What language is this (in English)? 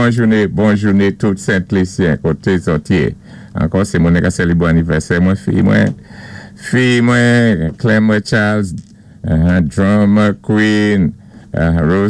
Saint Lucian Creole French